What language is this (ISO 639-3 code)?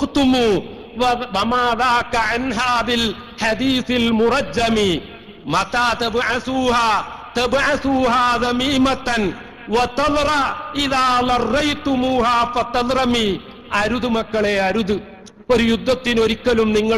mal